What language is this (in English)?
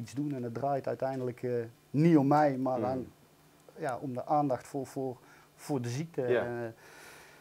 Dutch